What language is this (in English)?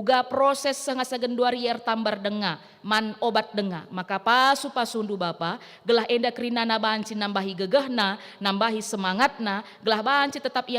Batak Karo